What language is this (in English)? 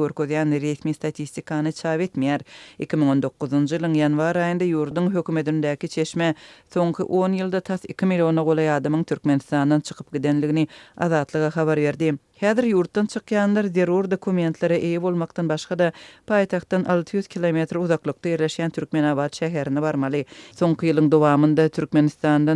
Turkmen